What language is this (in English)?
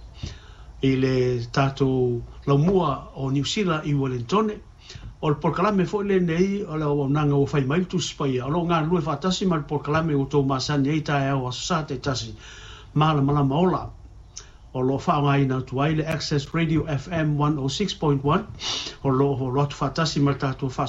Samoan